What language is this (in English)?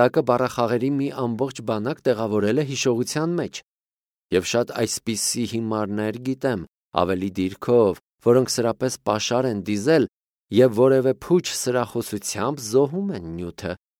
Armenian